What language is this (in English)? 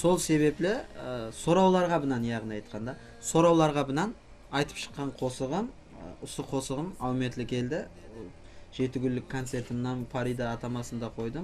Kara-Kalpak